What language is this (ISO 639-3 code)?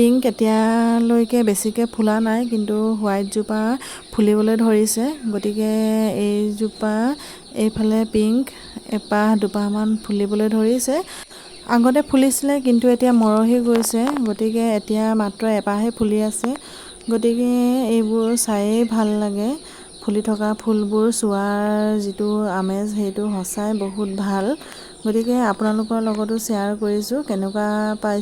asm